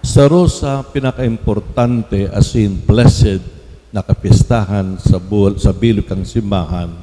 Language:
Bikol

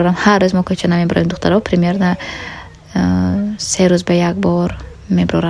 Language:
Tajik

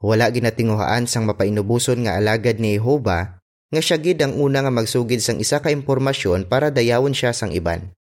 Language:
Hiligaynon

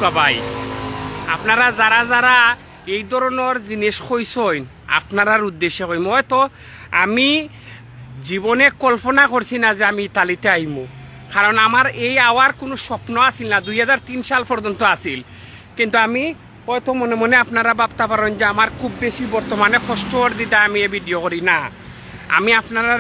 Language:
Sylheti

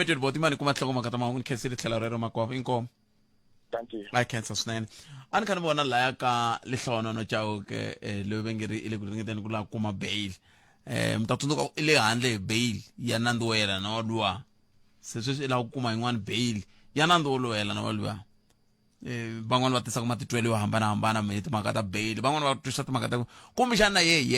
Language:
Tsonga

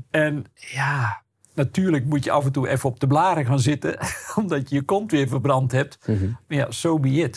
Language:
Dutch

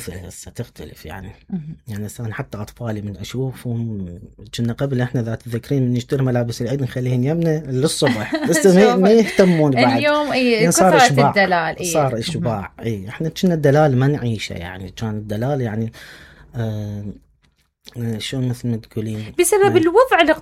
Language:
Mesopotamian Arabic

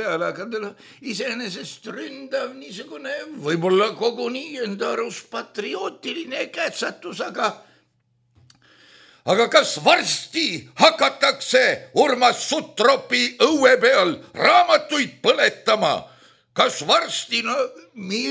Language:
Estonian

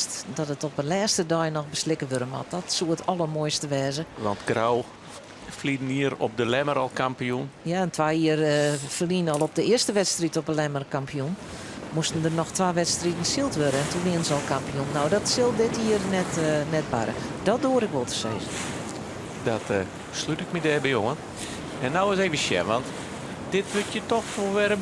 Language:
Western Frisian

